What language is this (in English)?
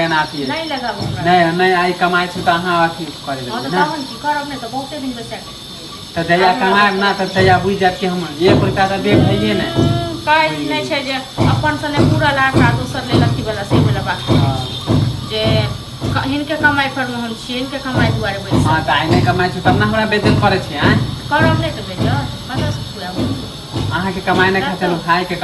Maithili